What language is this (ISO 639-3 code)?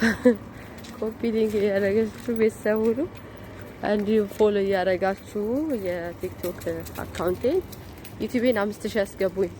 amh